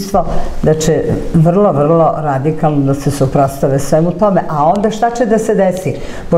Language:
Serbian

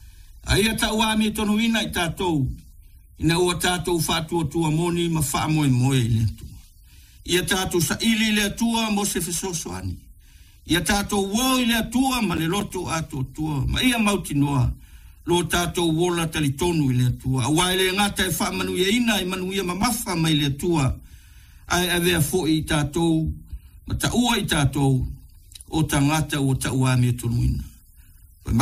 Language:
Samoan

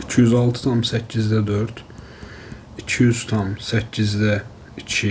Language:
Azerbaijani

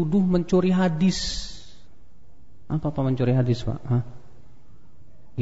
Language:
Indonesian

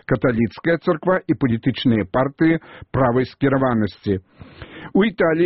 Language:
Belarusian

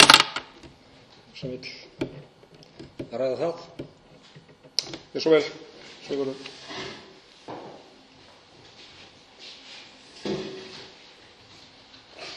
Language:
Icelandic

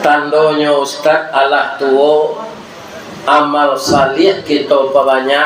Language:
Minangkabau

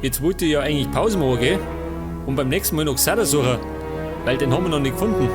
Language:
Bavarian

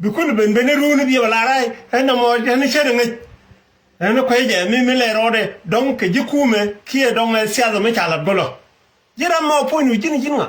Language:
Nuer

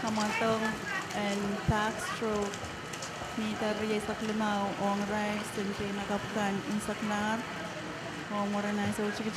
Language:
Pohnpeian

